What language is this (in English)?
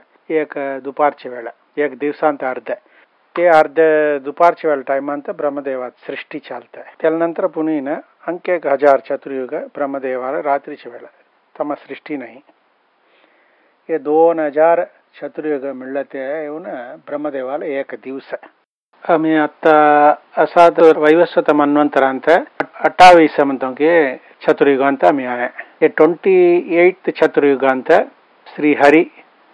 Marathi